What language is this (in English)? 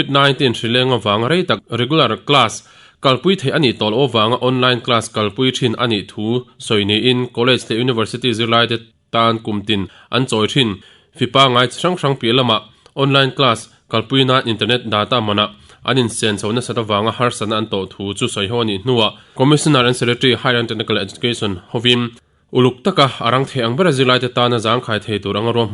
Mizo